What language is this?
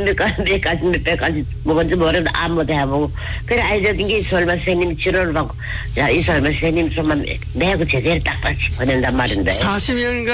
Korean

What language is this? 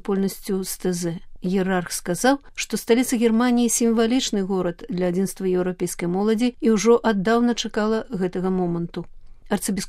Belarusian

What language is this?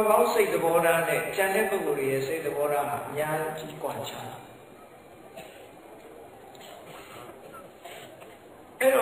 Burmese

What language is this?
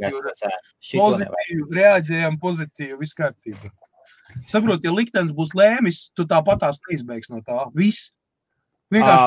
Latvian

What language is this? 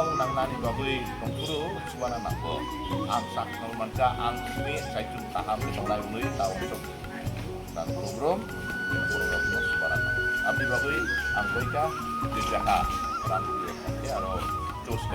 Kok Borok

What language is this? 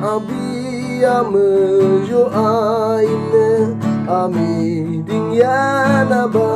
Yimchungru Naga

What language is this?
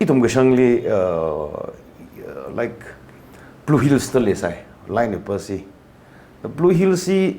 Tangkhul Naga (India)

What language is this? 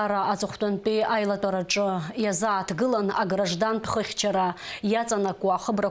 Abkhazian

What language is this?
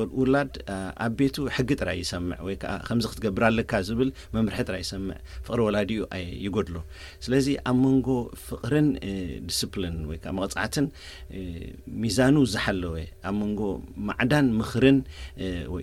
Tigrinya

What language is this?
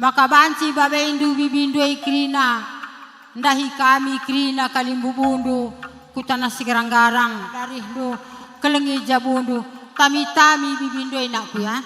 Batak Karo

